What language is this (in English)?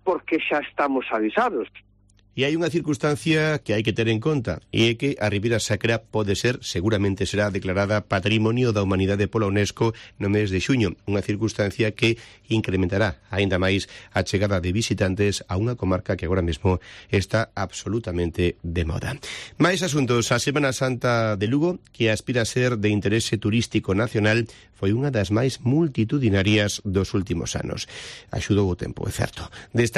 Galician